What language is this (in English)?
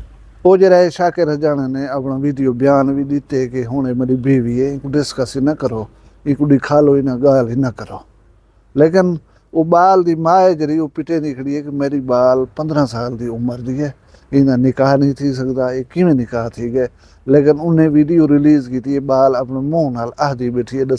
Saraiki